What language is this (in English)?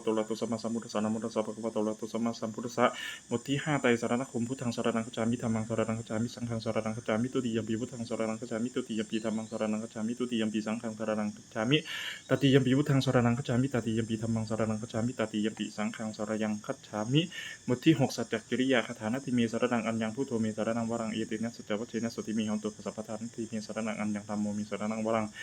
Pali